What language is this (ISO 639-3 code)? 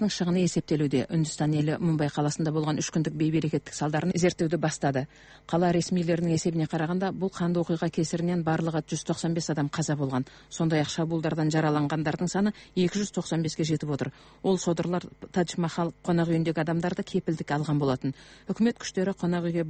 kaz